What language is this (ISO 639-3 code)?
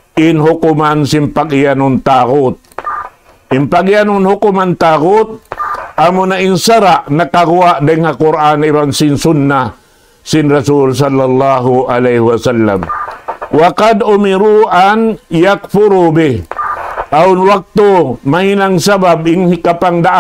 tsg